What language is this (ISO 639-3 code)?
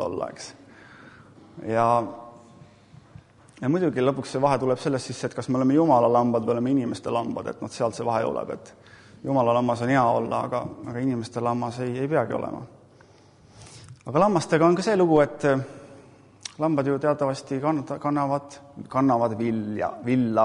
est